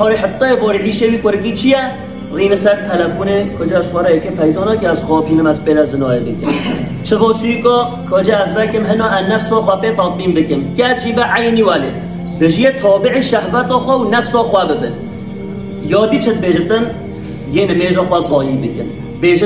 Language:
Kurdish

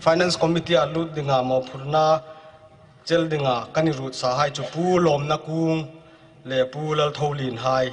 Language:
Hmar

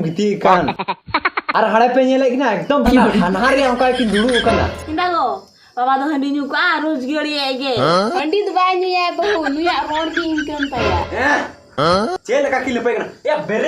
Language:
Santali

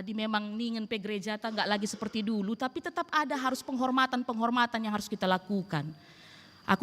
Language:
Batak Karo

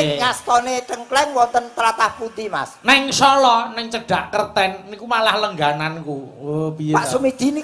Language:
Javanese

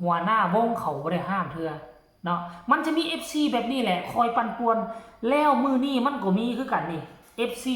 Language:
Northeastern Thai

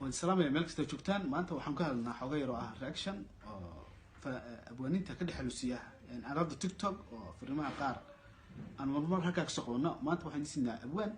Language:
Somali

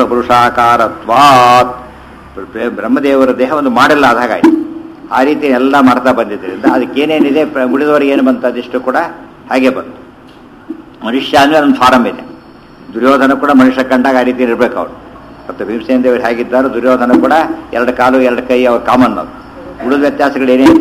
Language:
Kannada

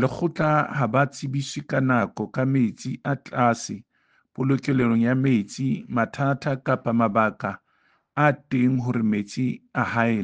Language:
Southern Sotho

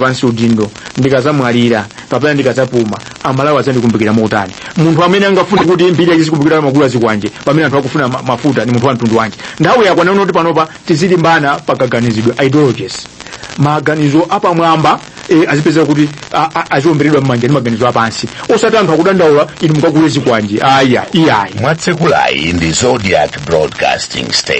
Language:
Nyanja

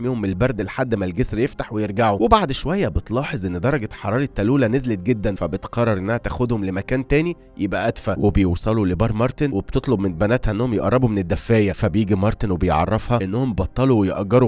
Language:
Egyptian Arabic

